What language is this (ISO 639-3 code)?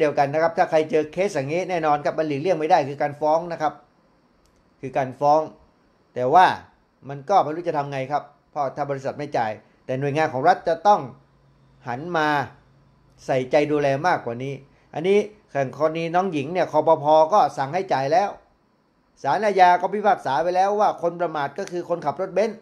tha